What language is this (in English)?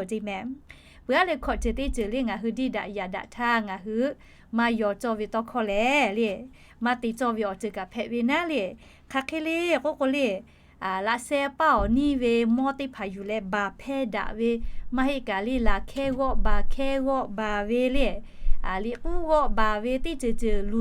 Lahu